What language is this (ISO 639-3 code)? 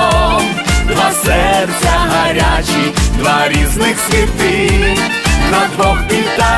ukr